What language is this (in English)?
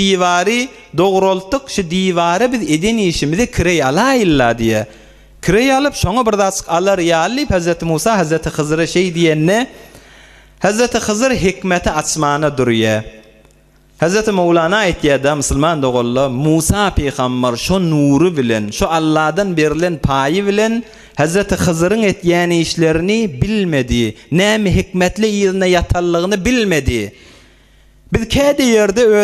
Turkmen